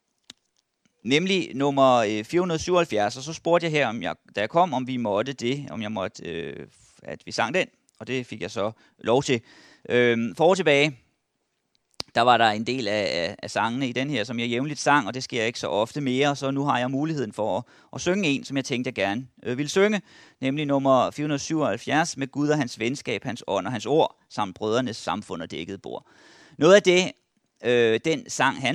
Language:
Danish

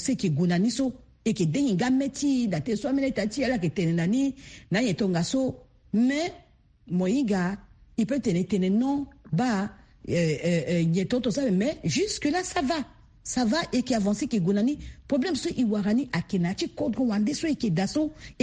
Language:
Sango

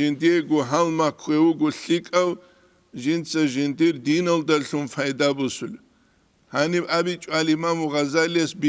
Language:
Avaric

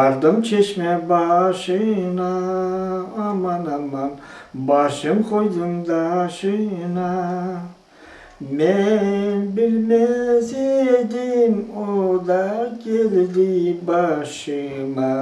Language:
Crimean Tatar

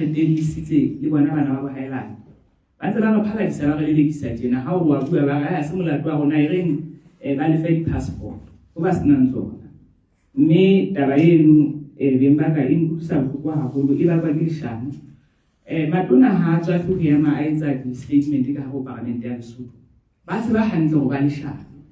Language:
Southern Sotho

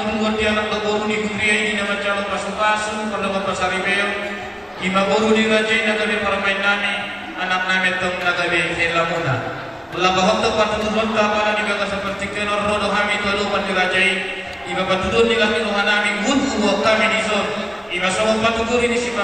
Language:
Batak Toba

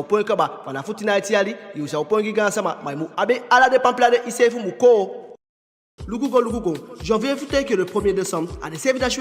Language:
Eastern Maroon Creole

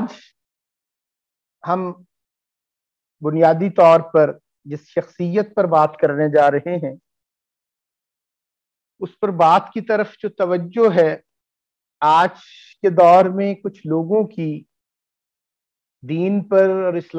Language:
Urdu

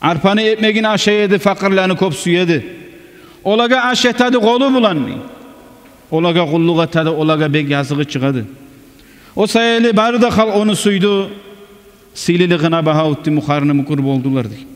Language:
Kumyk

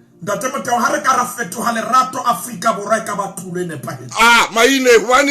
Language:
Southern Sotho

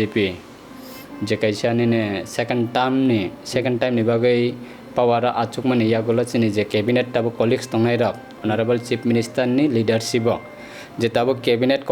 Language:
Kok Borok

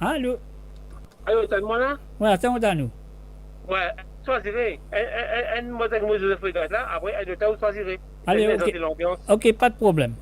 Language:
Morisyen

